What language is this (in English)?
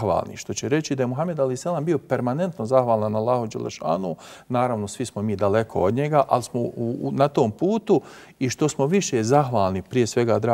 Bosnian